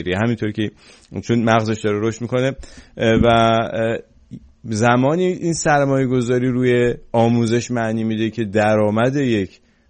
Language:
Persian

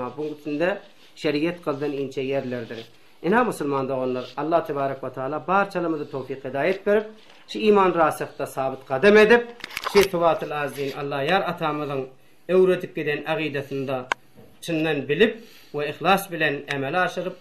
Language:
Turkmen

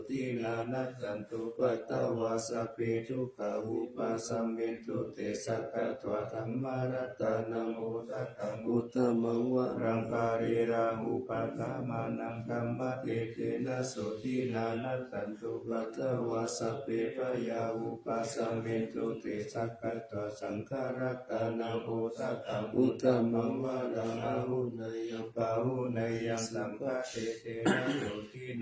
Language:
Pali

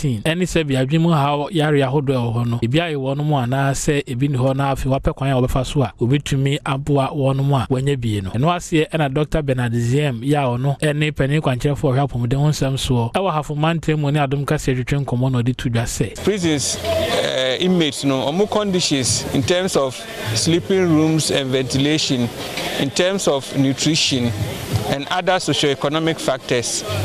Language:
Akan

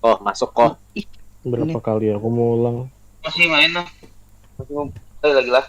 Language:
Banjar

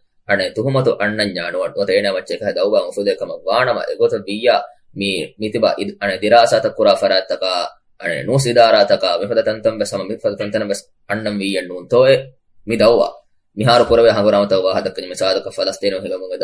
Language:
Divehi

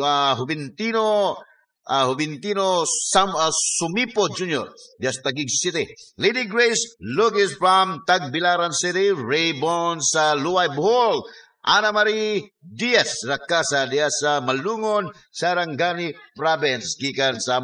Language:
Cebuano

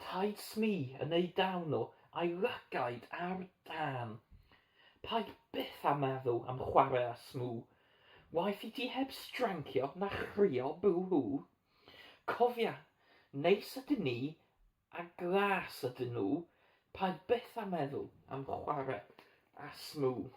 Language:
Welsh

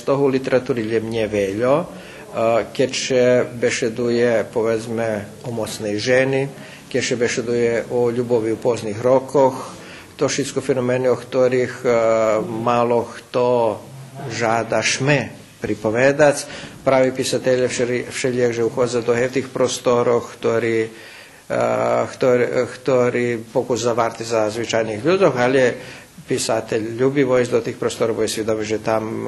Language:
Rusyn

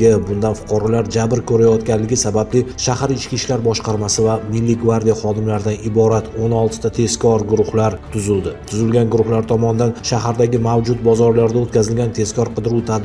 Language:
Uzbek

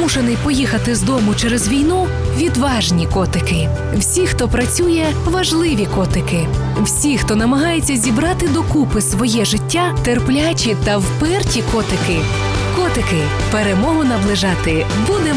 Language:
Ukrainian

